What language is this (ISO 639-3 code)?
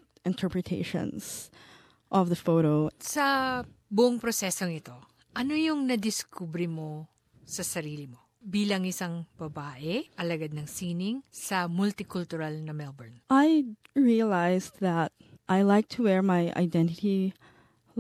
fil